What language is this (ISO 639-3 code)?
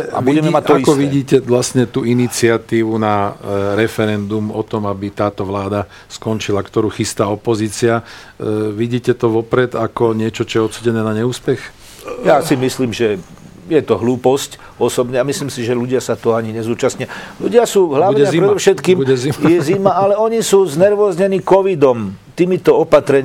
slk